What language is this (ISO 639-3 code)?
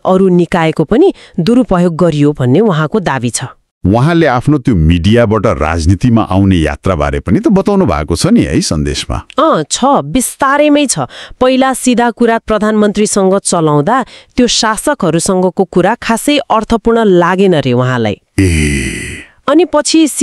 nep